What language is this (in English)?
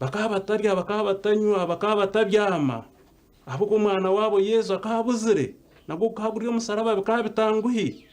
Nyankole